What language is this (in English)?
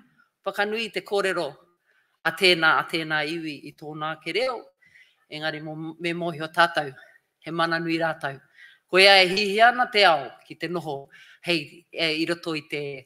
Māori